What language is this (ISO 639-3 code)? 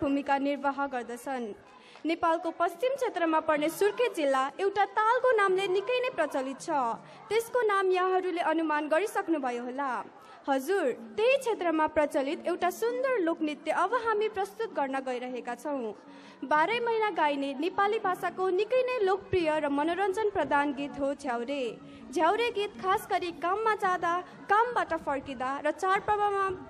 nep